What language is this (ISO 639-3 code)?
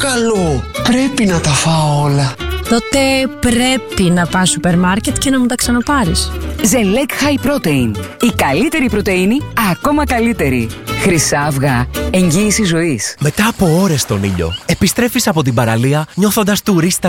ell